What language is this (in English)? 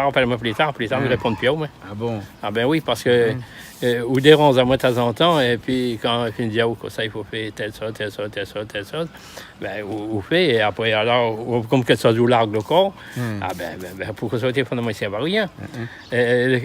Réunion Creole French